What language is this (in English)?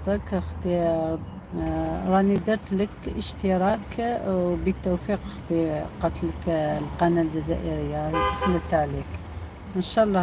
Algerian Arabic